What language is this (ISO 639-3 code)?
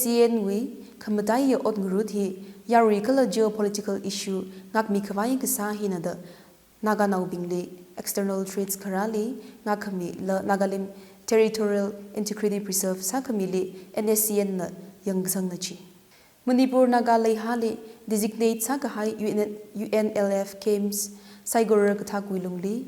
nmf